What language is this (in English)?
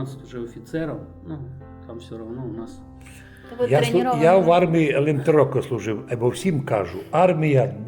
Rusyn